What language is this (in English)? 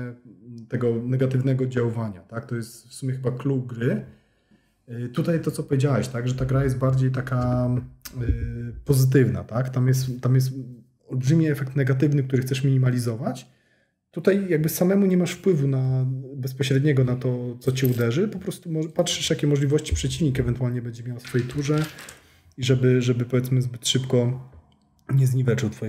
Polish